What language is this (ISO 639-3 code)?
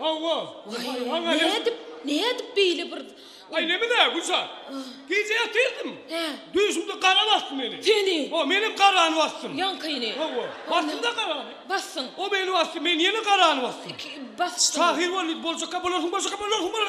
tuk